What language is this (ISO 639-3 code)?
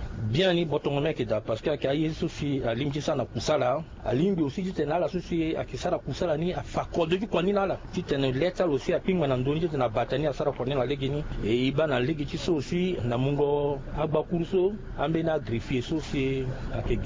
sag